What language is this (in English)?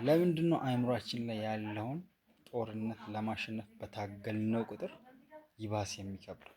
Amharic